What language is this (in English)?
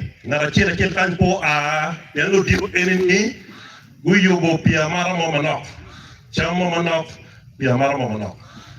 Acoli